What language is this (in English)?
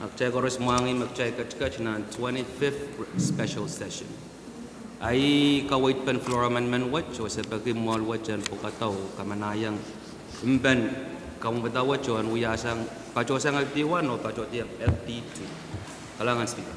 Pohnpeian